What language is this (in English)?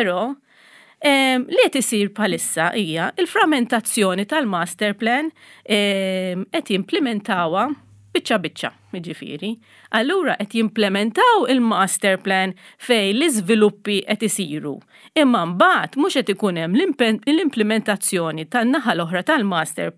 Maltese